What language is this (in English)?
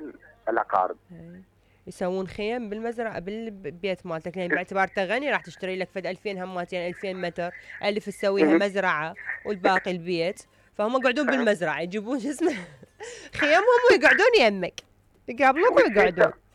Mesopotamian Arabic